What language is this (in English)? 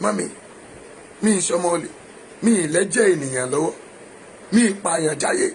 Yoruba